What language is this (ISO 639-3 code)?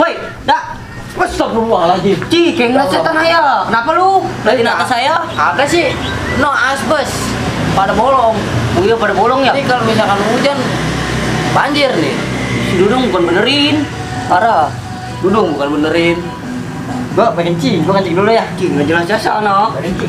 bew